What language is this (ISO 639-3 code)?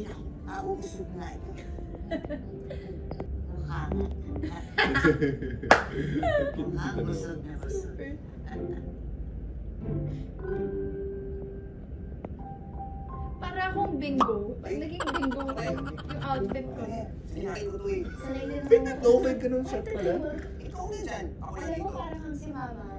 fil